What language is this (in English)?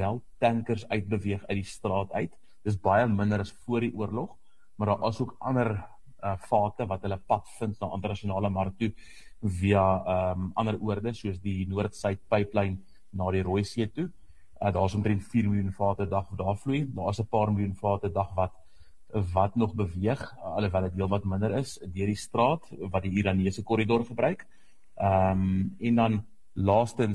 Afrikaans